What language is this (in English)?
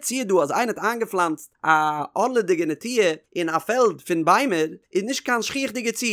Yiddish